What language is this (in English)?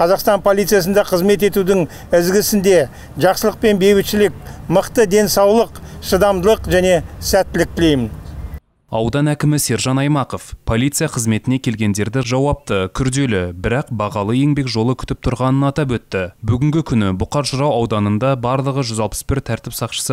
Kazakh